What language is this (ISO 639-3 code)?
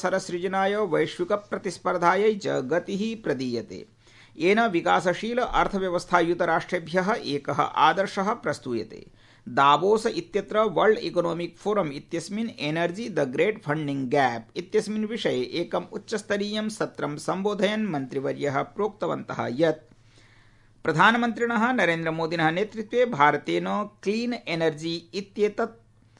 san